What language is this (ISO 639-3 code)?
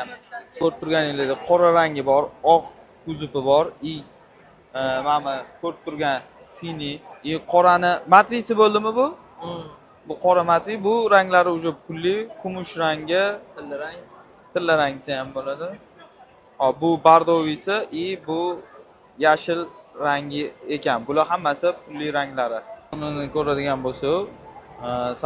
uzb